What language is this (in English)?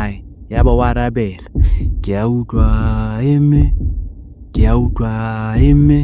Southern Sotho